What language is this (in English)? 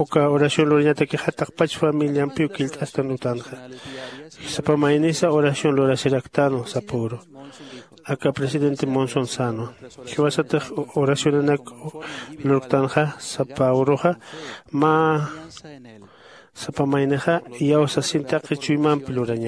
Aymara